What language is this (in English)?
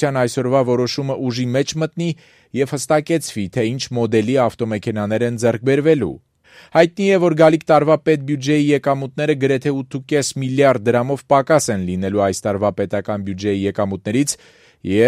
Armenian